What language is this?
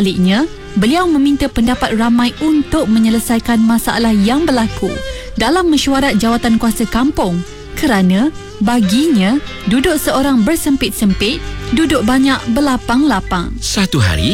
Malay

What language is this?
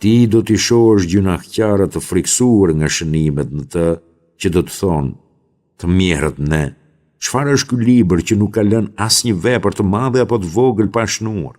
Albanian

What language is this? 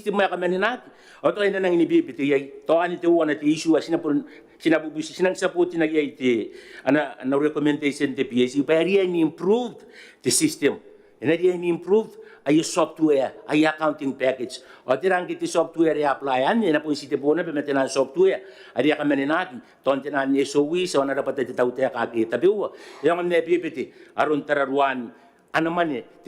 Gilbertese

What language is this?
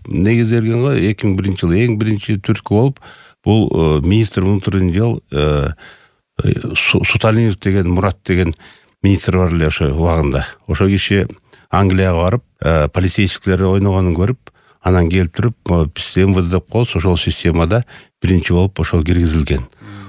Kyrgyz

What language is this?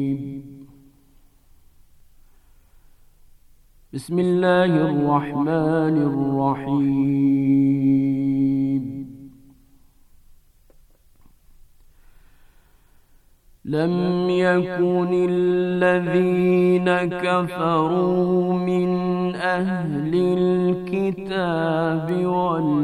Bosnian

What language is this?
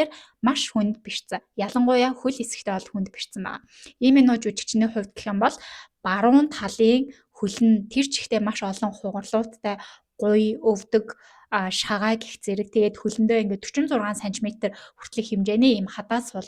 Mongolian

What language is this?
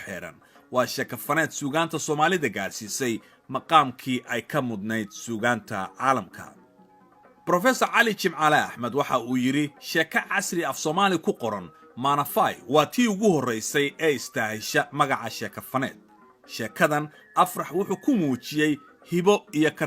Somali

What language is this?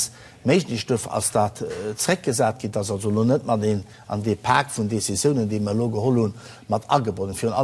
Luxembourgish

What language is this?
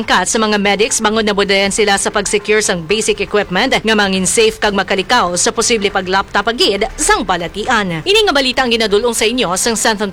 Hiligaynon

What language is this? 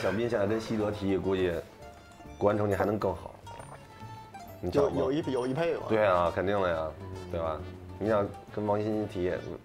Chinese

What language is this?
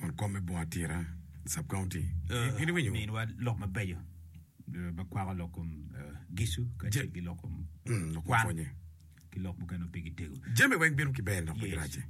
Acoli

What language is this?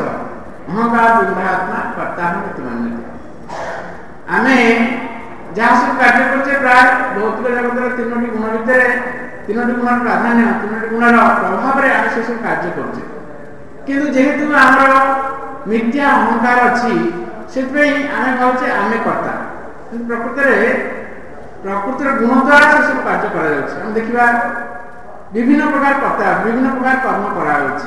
Odia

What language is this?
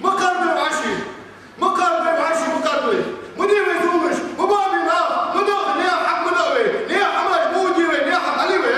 Ingush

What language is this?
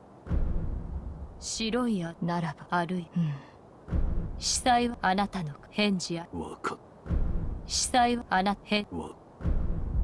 Japanese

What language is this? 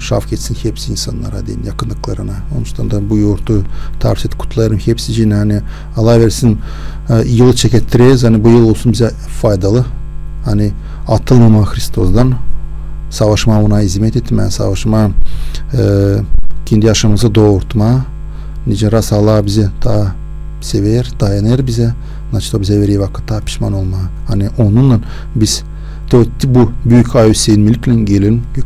Gagauz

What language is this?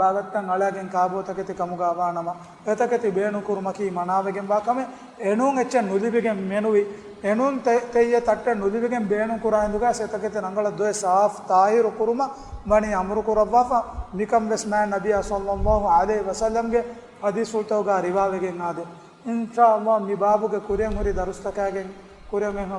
Divehi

